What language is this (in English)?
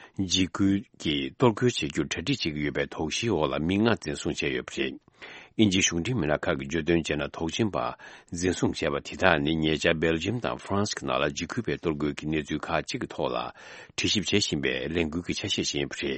Tibetan